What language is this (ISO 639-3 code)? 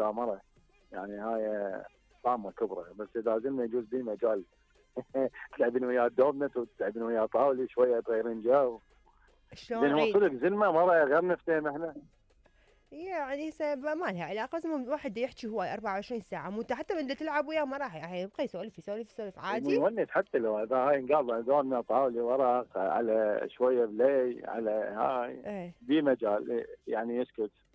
acm